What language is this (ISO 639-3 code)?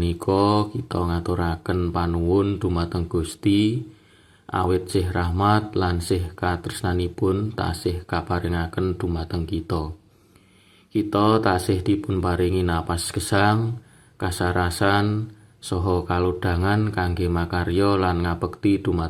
jav